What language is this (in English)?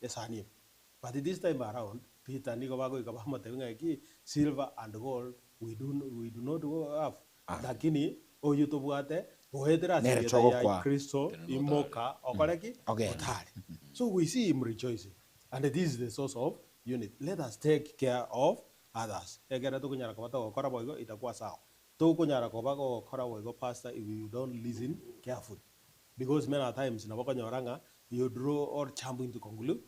Gusii